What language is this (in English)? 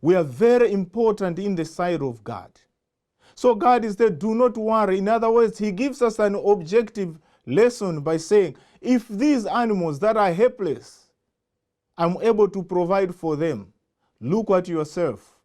English